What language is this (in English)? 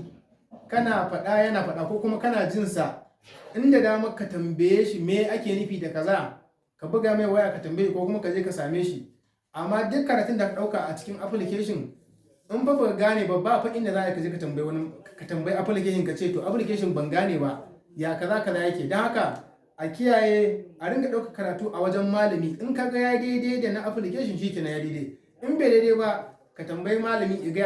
Hausa